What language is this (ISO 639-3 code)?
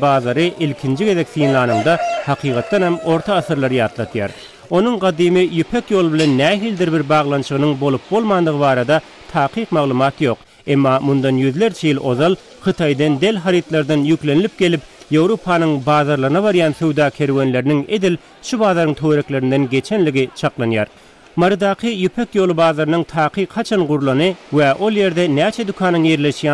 tuk